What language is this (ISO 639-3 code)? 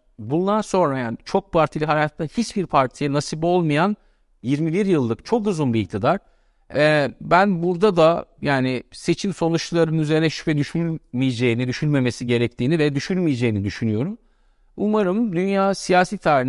tur